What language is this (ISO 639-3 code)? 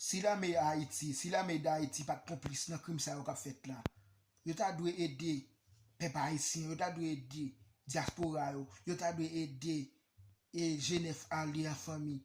hat